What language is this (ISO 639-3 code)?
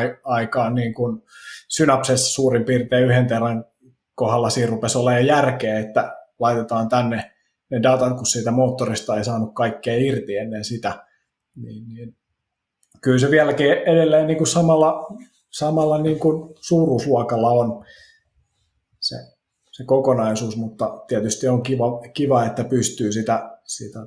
fin